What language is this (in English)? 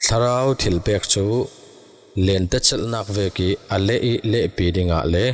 Falam Chin